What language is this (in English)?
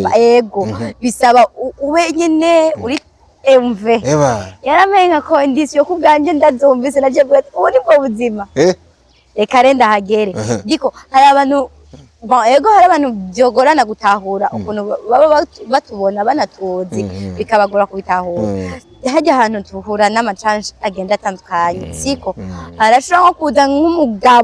Rundi